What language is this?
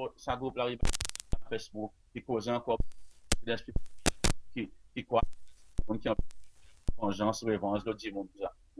Seselwa Creole French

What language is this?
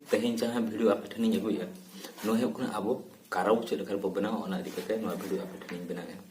Santali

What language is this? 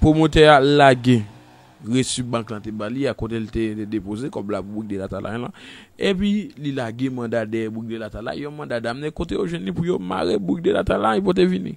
Haitian Creole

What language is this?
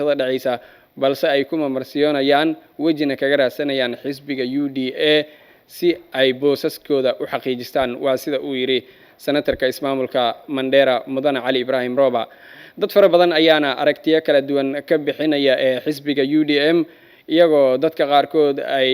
Somali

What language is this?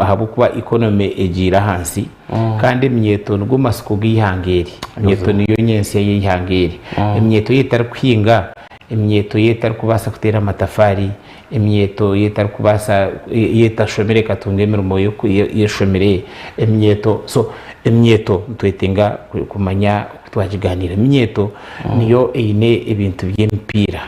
Nyankole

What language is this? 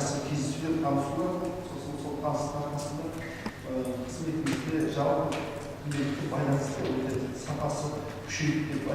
Kazakh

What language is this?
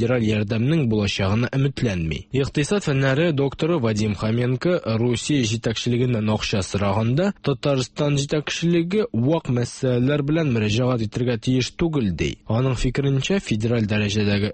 Tatar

